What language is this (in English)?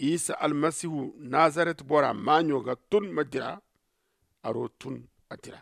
Zarma